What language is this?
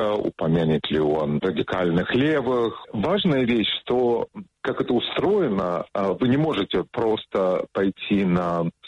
Russian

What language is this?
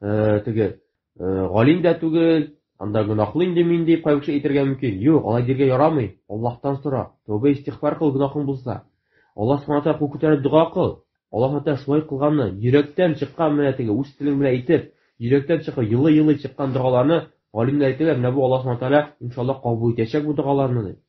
Tatar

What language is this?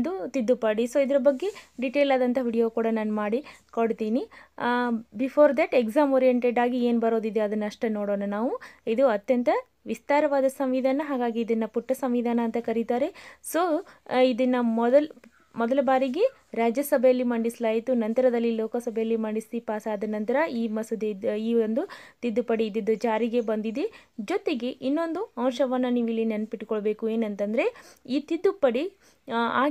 Kannada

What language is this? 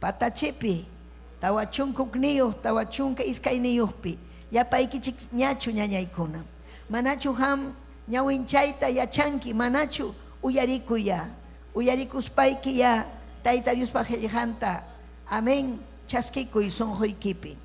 Ayacucho Quechua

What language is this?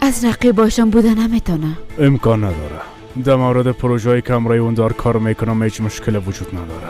Persian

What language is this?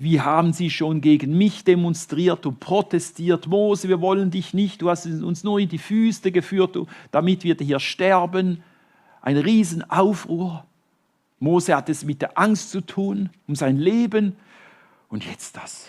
Swiss German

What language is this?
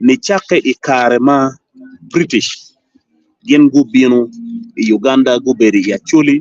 Acoli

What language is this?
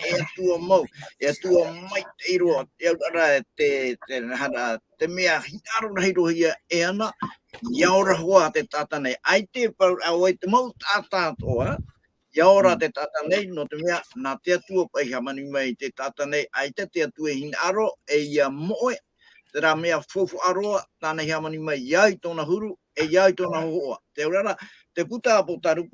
Tahitian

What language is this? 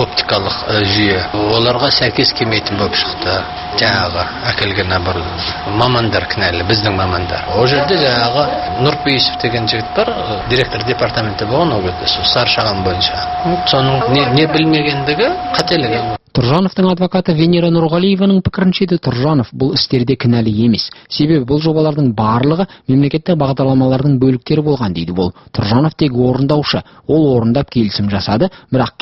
Kazakh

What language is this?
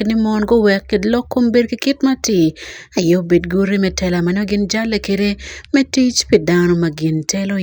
Acoli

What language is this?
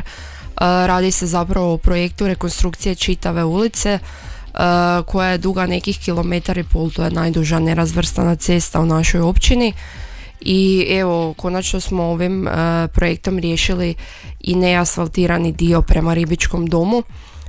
Croatian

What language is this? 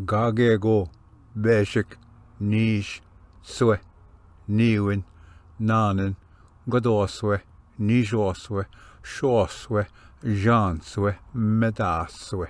Ojibwa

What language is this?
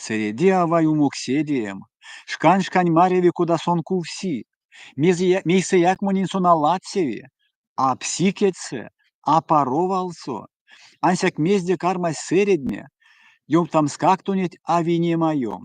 Erzya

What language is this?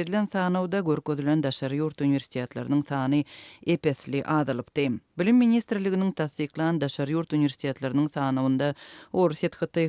Turkmen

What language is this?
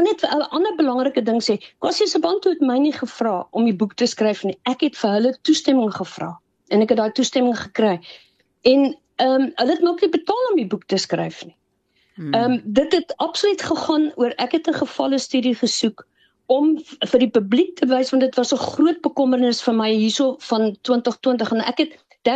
Afrikaans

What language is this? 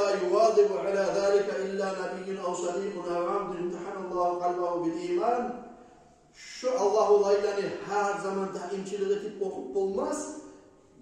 Kumyk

